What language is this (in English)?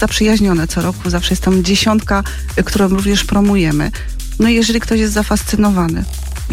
Polish